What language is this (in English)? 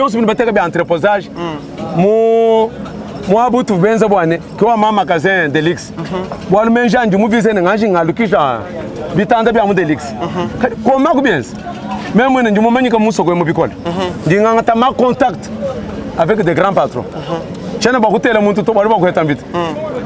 Luba-Lulua